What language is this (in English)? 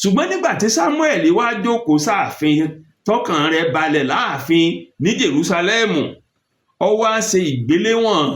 Yoruba